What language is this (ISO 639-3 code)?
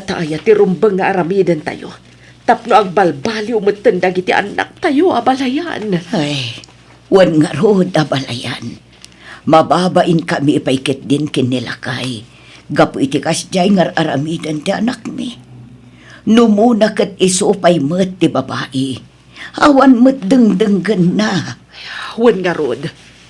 ilo